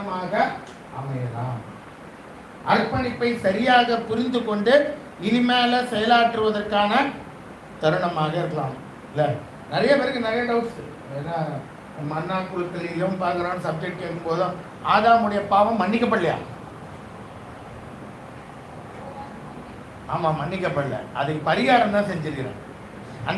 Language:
Tamil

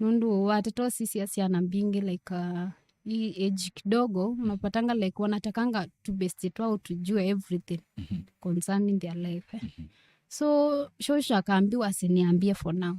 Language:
Kamba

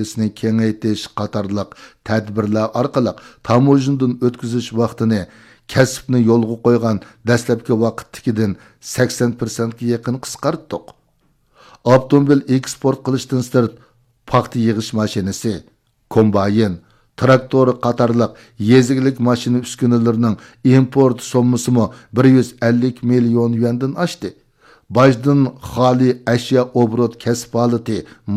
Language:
Uyghur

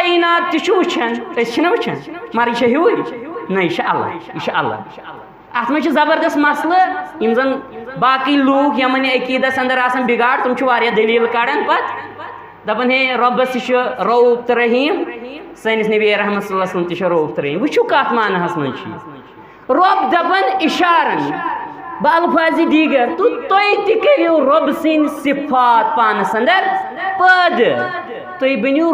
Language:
Kashmiri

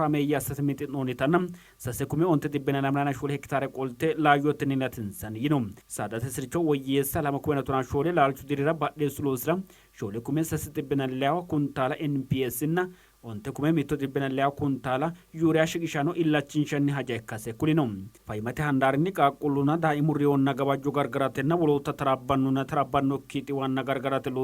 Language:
Sidamo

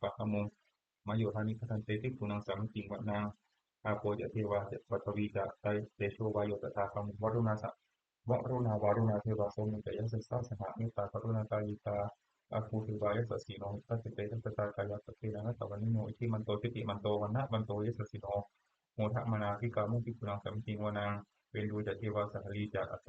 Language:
Pali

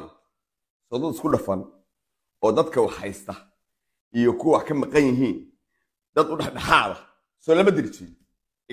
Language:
Somali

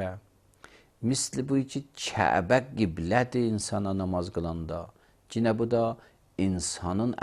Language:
Azerbaijani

